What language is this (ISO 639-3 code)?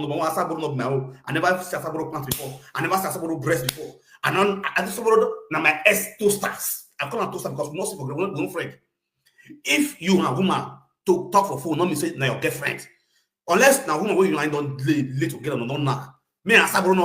pcm